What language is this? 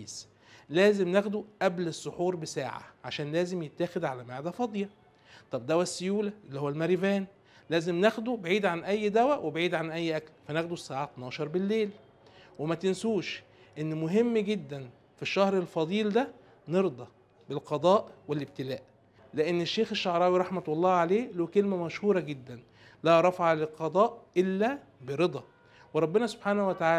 Egyptian Arabic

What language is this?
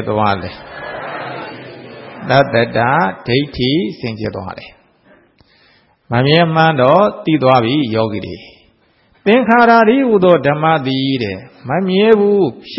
Burmese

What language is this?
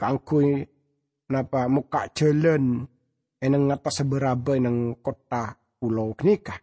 Madurese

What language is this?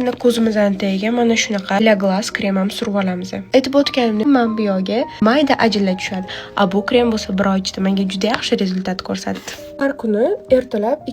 Uzbek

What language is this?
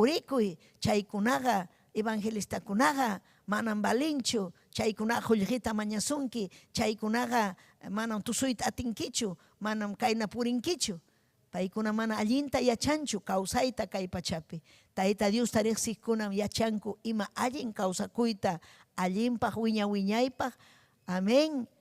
Ayacucho Quechua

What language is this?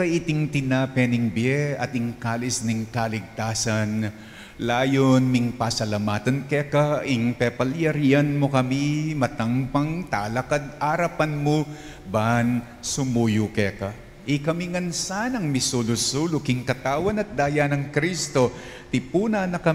Pampanga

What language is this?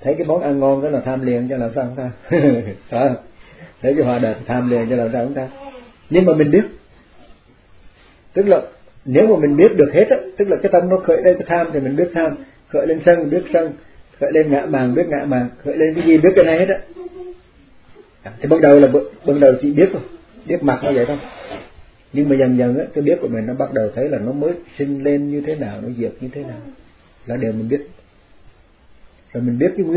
Vietnamese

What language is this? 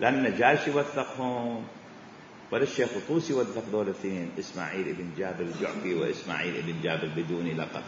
Mesopotamian Arabic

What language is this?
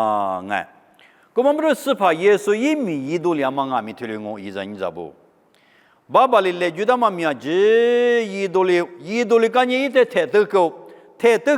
Lisu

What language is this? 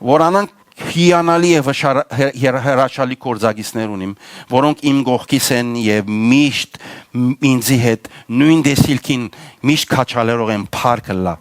Western Armenian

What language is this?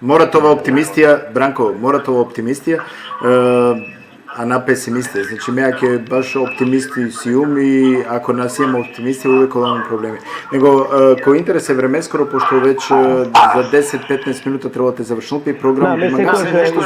Balkan Romani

